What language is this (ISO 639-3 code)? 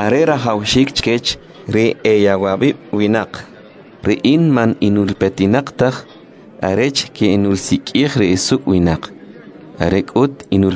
quc